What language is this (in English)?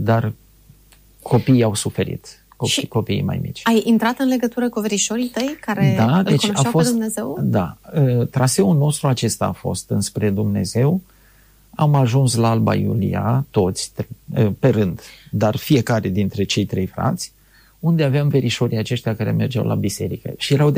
Romanian